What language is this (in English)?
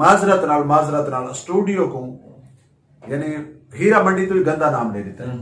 Saraiki